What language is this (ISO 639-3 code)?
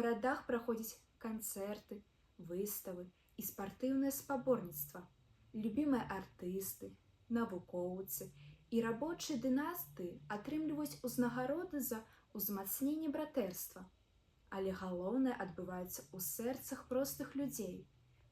bel